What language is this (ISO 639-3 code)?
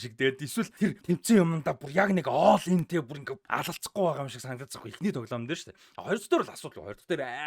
mon